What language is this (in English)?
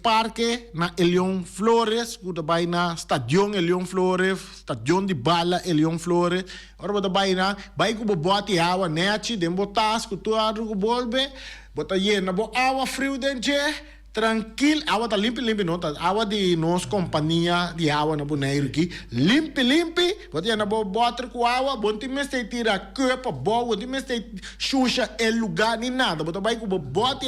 Papiamento